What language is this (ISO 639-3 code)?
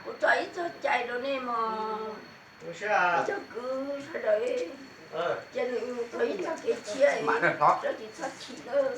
hmn